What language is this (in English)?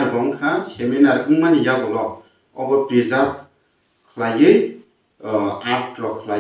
Kok Borok